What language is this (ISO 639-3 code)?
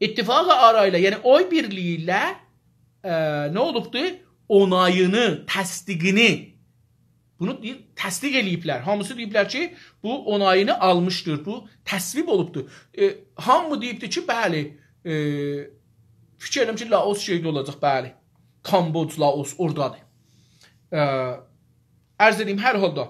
azb